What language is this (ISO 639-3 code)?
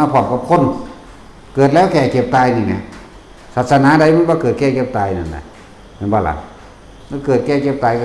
tts